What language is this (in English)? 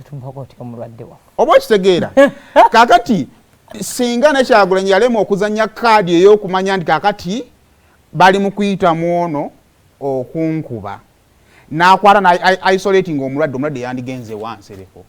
Ganda